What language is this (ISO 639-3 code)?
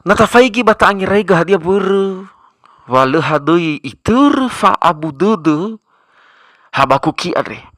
nia